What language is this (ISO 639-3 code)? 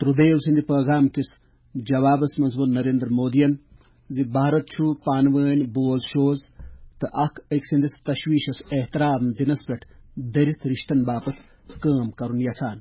kas